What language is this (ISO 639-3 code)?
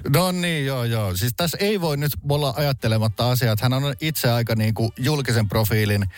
fin